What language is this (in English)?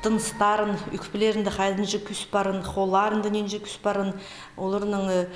Khakas